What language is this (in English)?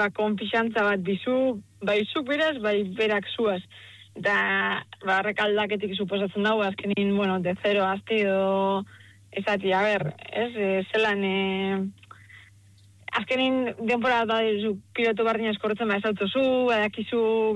Basque